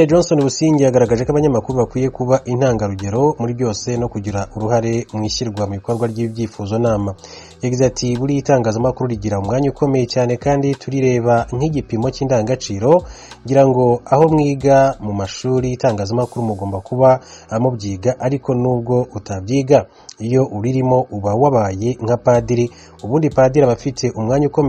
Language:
Kinyarwanda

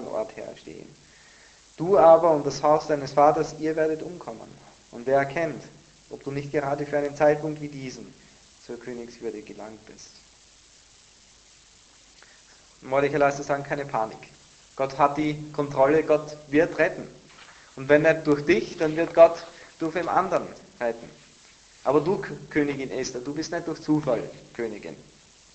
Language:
German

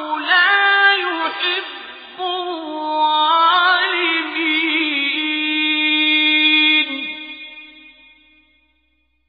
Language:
Arabic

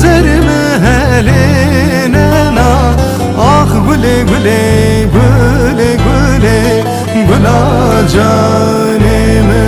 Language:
Zaza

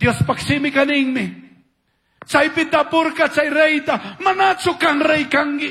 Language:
Chimborazo Highland Quichua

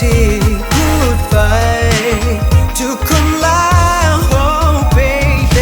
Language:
Thai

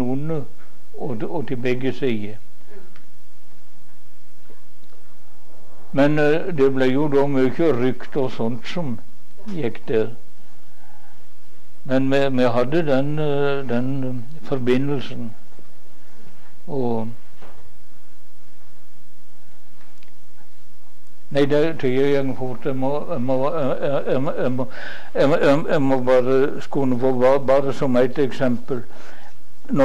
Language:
Norwegian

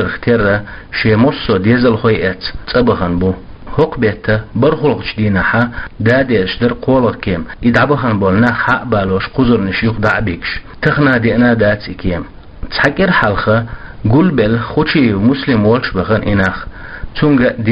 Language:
Chechen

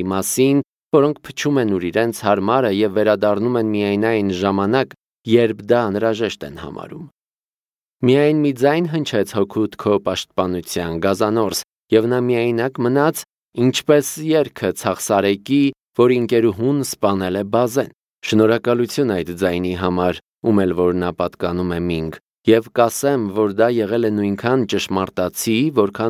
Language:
Armenian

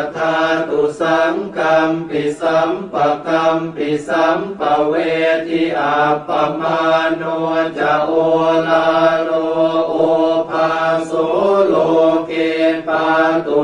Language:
Pali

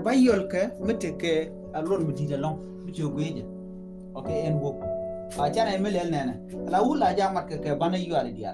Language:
Nuer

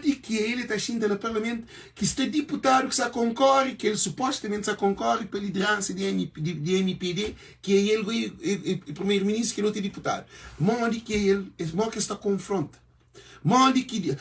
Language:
Kabuverdianu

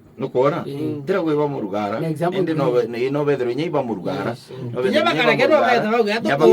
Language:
Meru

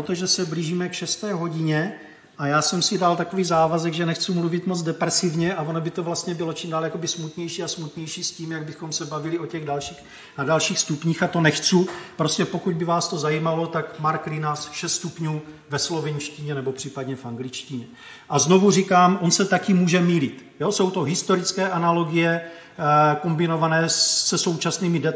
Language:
Czech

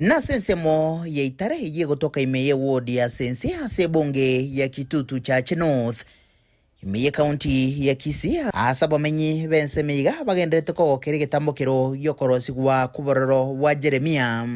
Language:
Gusii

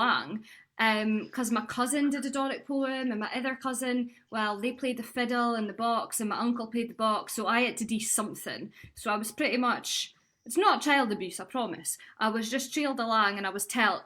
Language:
Scots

